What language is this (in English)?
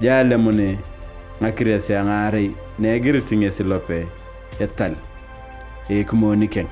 Turkana